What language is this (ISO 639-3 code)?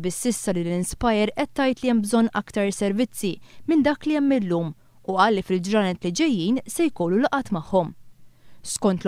mlt